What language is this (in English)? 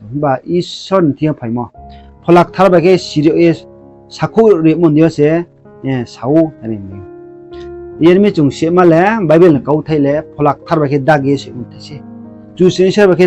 Riang (India)